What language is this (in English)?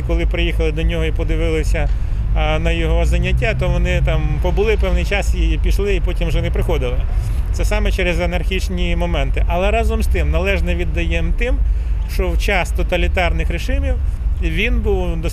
Ukrainian